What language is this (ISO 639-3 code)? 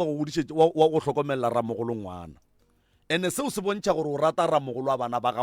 nso